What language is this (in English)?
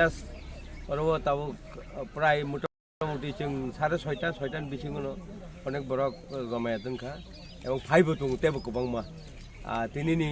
Kok Borok